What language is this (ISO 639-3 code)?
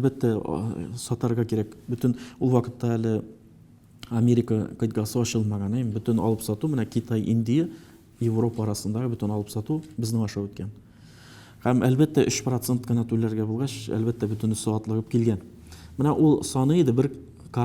tat